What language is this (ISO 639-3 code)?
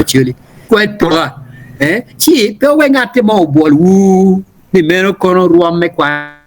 ach